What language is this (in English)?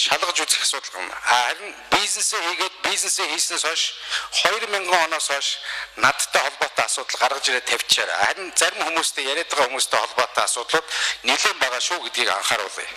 Mongolian